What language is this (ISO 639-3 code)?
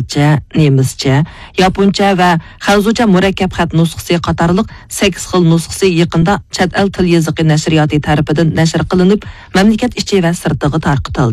uig